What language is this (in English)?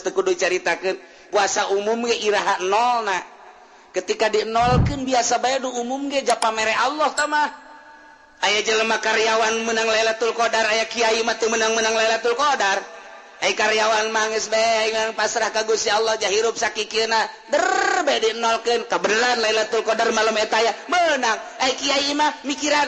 Sundanese